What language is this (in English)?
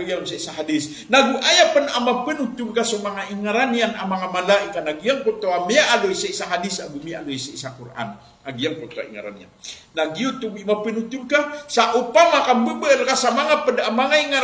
Maranao